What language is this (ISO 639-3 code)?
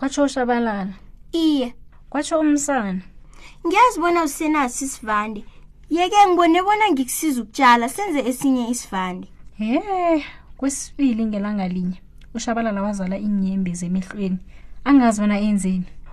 nbl